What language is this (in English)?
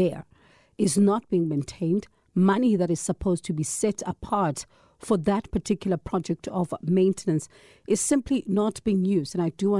English